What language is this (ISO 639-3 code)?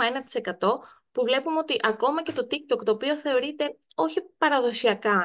ell